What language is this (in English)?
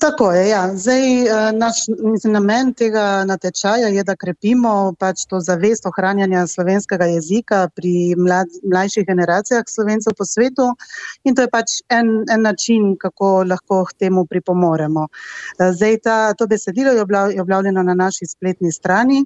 Slovenian